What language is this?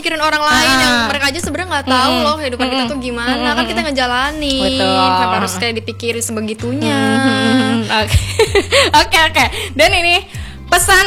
Indonesian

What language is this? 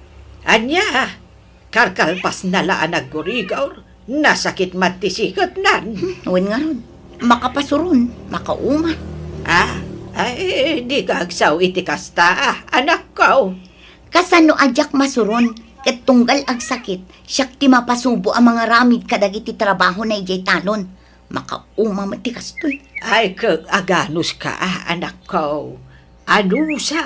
Iloko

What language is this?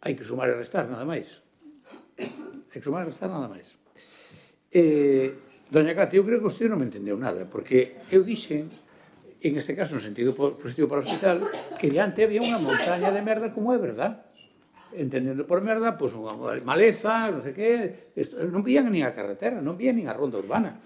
Galician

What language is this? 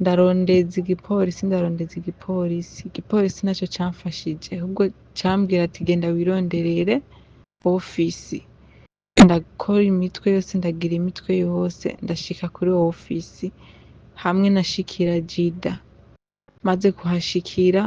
Rundi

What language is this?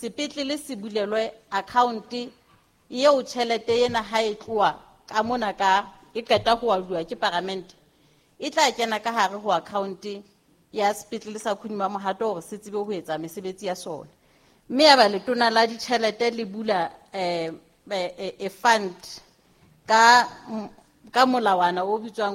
Southern Sotho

